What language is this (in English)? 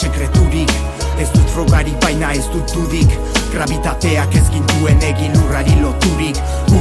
Basque